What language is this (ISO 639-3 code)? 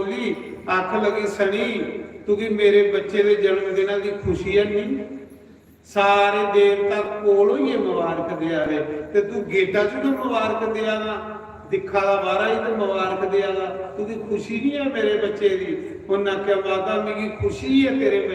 doi